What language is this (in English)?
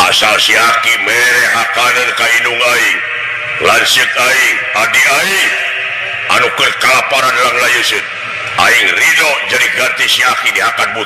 Sundanese